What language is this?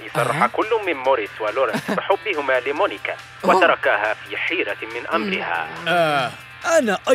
Arabic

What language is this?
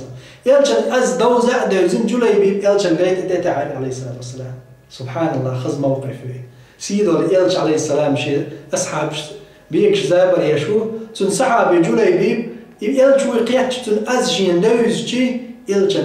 Chechen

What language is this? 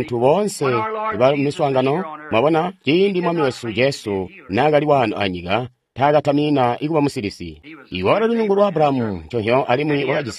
Tonga (Zambia)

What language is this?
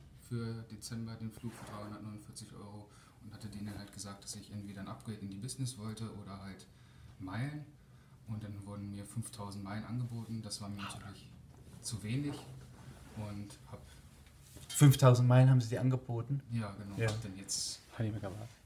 German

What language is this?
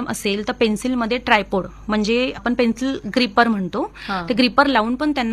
Marathi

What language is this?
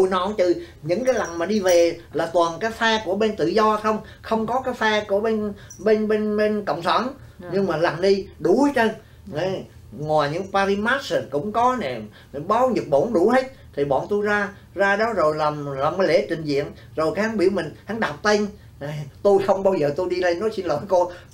Vietnamese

